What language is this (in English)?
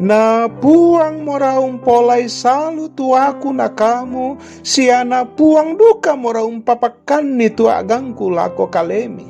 Toraja-Sa'dan